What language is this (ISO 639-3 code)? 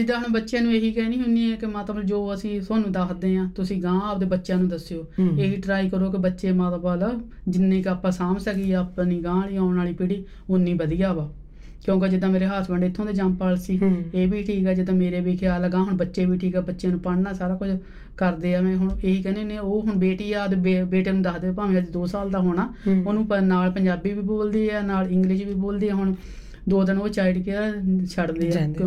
pan